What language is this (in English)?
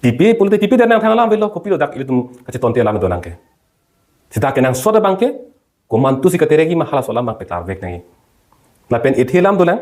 Karbi